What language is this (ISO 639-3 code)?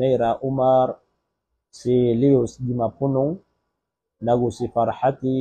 mrw